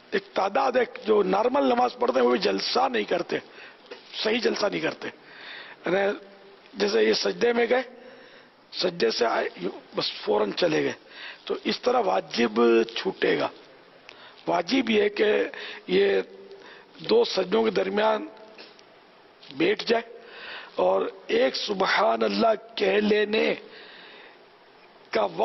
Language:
Urdu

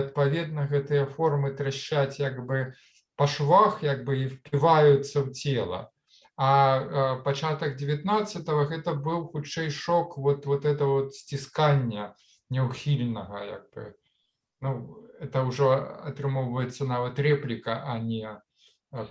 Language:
Belarusian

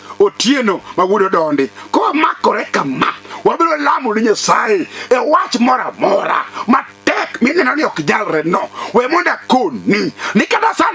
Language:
Luo (Kenya and Tanzania)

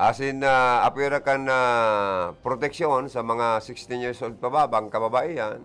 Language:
Bikol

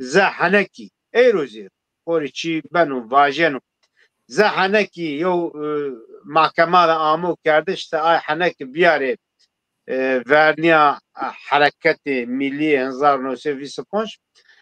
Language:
Zaza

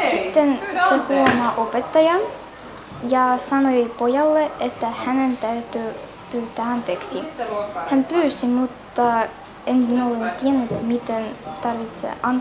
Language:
Finnish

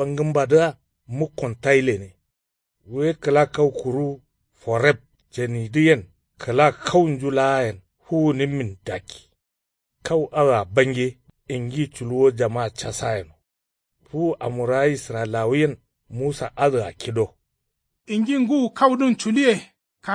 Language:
Kanuri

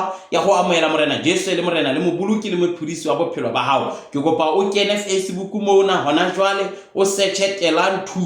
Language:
Southern Sotho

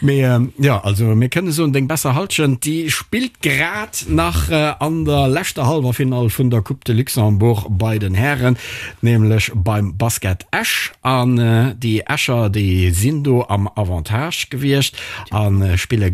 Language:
Luxembourgish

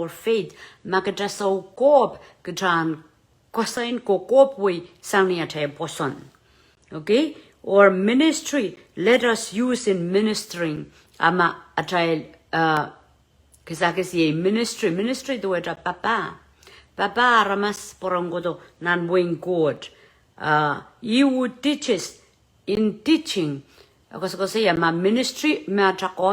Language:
Pohnpeian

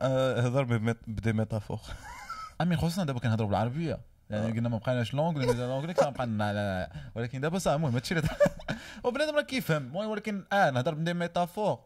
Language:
Moroccan Arabic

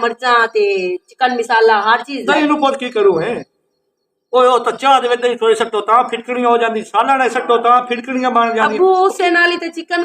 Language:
Western Panjabi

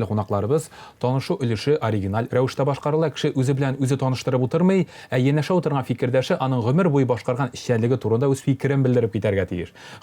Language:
Tatar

